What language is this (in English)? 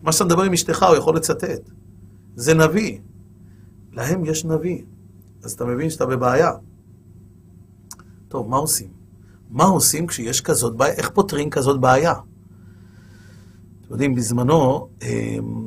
Hebrew